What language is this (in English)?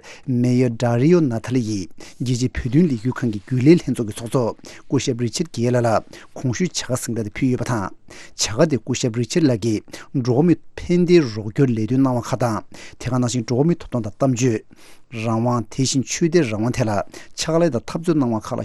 Tibetan